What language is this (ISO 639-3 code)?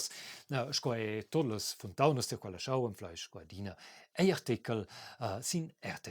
roh